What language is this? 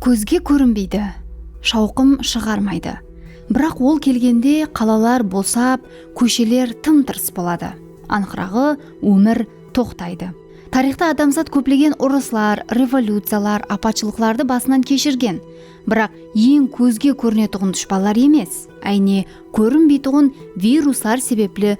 Kara-Kalpak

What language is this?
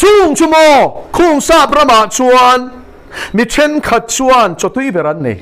Mizo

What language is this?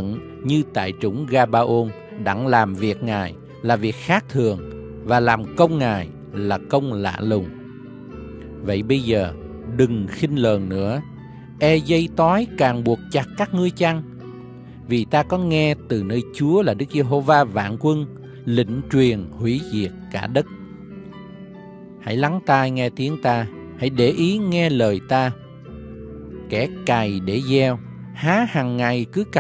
Vietnamese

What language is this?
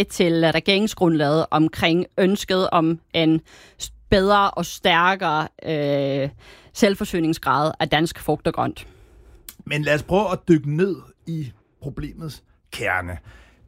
Danish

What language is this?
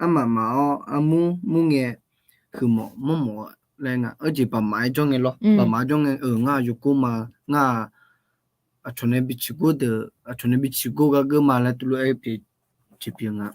Akha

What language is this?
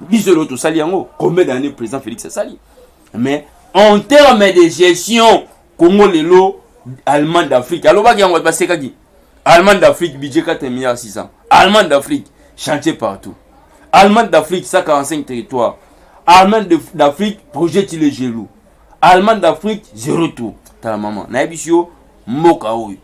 Lingala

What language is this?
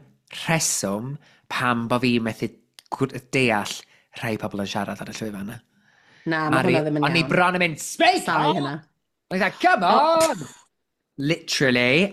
Welsh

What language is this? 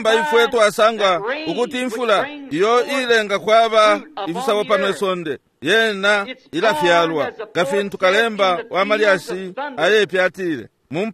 Bemba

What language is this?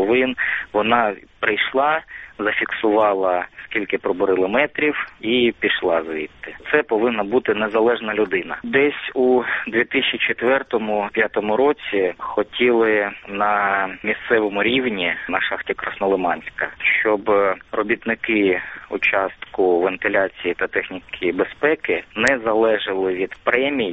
Ukrainian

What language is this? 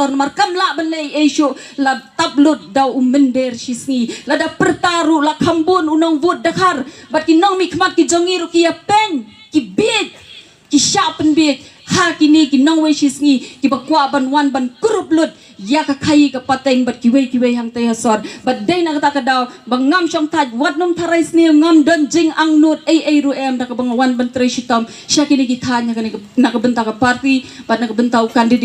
Khasi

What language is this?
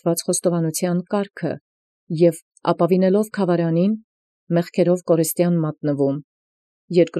Armenian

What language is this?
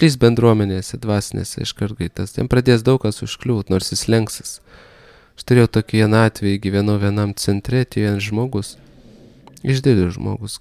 Lithuanian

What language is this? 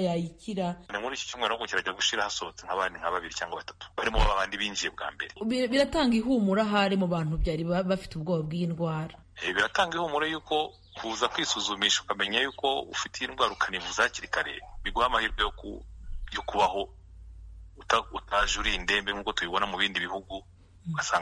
Kinyarwanda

